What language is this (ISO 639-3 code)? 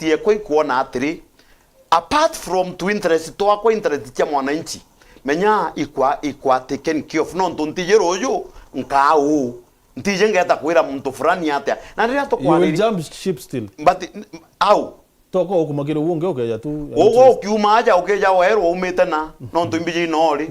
mer